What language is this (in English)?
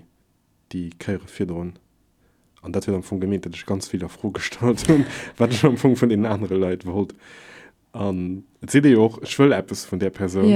Luxembourgish